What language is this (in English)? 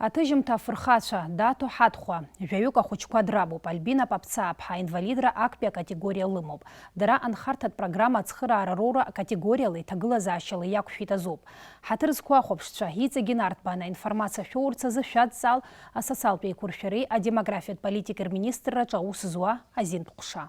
Abkhazian